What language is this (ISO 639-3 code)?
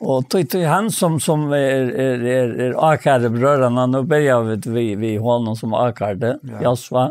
fao